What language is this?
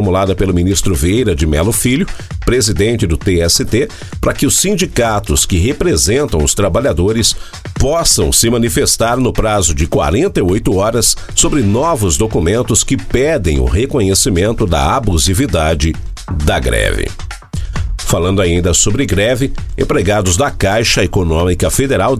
Portuguese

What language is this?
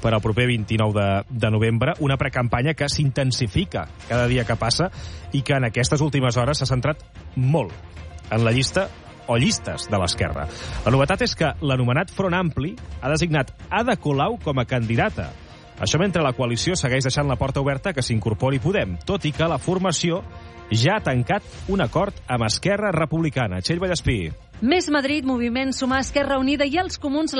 Catalan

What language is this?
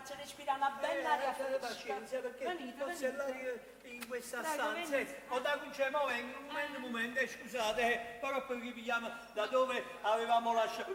Neapolitan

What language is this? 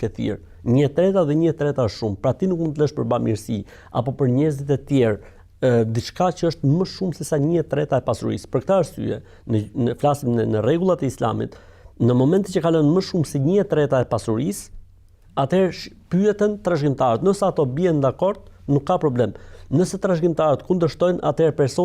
Albanian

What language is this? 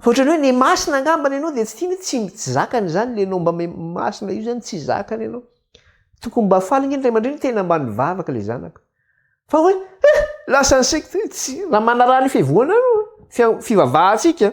Malagasy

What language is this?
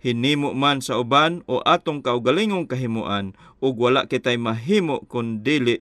Cebuano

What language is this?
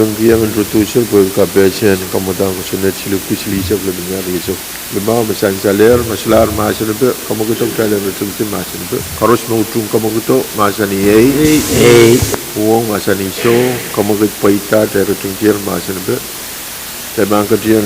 Pohnpeian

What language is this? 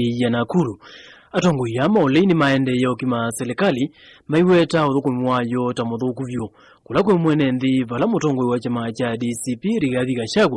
Kamba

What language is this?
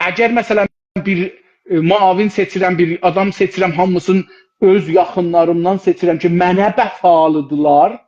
South Azerbaijani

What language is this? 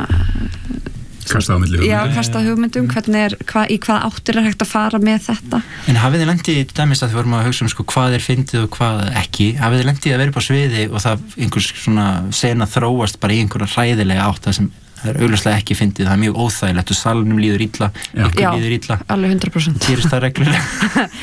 Icelandic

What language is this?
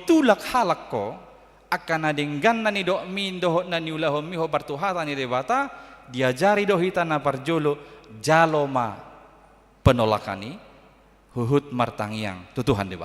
Batak Toba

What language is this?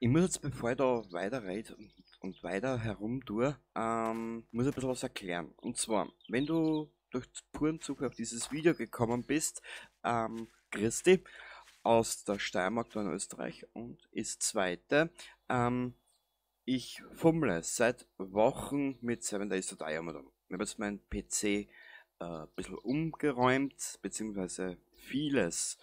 Bavarian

